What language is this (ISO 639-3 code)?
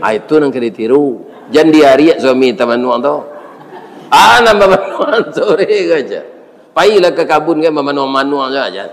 min